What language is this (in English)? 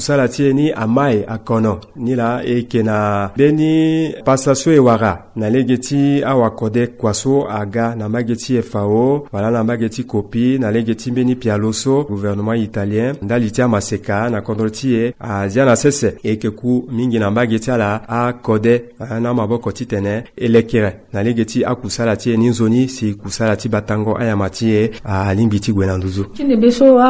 Sango